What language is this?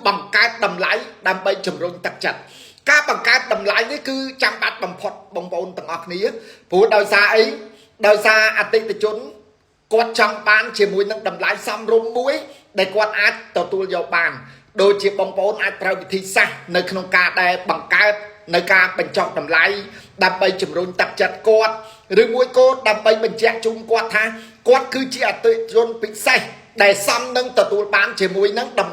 Khmer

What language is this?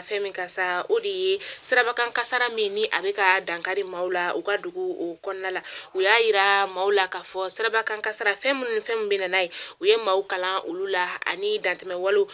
Bambara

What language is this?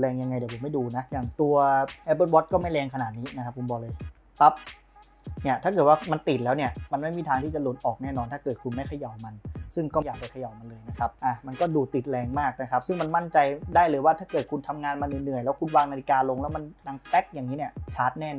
Thai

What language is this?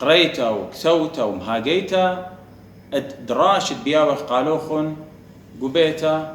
Assyrian Neo-Aramaic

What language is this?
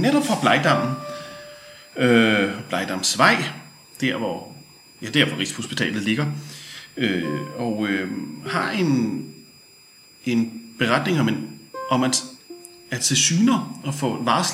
Danish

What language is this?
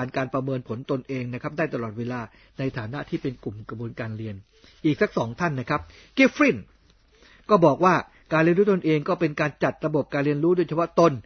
Thai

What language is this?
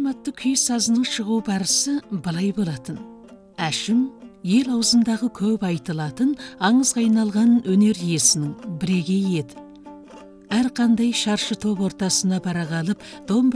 Kazakh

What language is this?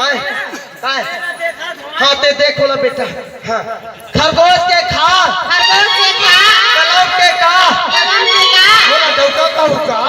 Chhattisgarhi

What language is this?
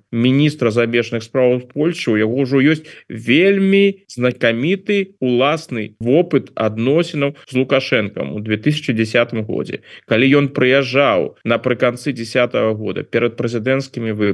Belarusian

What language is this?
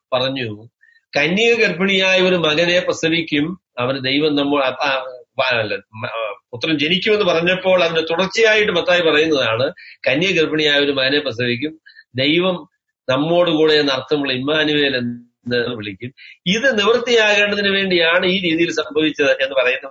Malayalam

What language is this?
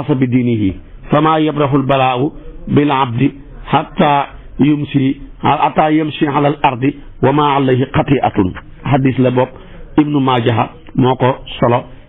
Wolof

